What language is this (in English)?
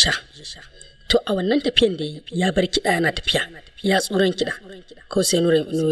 Hausa